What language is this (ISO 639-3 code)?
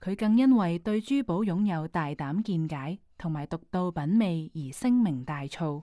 yue